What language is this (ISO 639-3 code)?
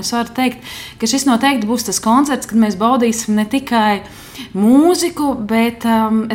lav